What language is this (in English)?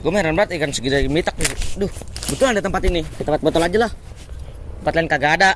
Betawi